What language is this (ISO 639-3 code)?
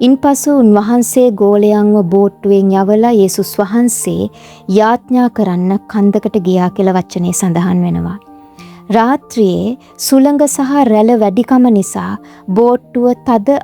sin